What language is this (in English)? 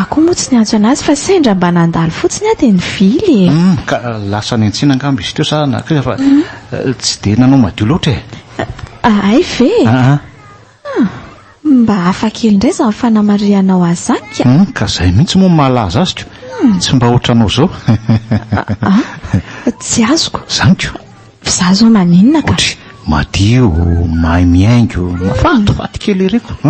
Malagasy